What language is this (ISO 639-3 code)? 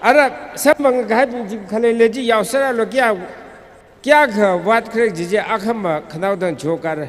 nmf